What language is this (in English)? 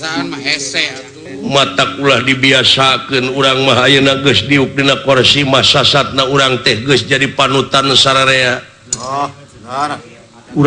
Sundanese